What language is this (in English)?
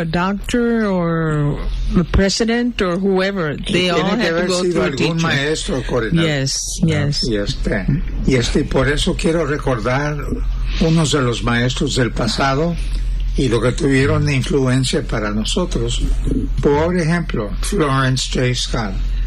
Spanish